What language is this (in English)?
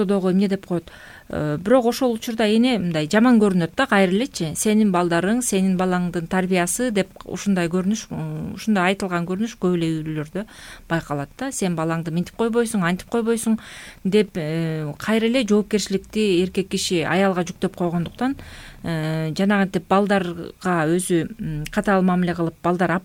Kyrgyz